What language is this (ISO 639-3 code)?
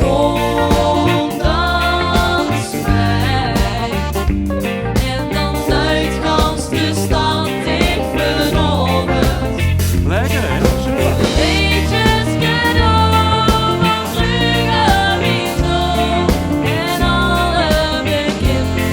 lim